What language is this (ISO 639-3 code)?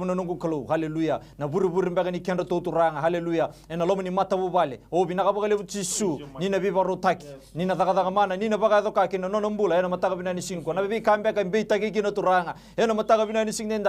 fij